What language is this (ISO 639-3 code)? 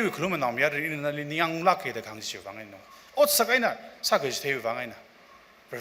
nmf